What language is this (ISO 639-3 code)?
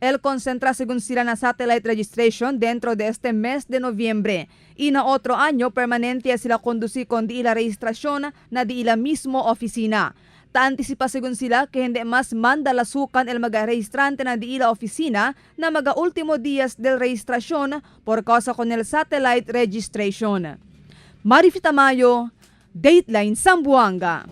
cbk